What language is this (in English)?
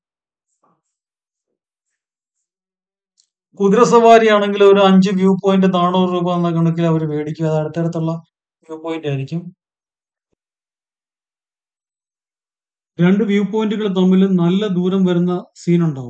Malayalam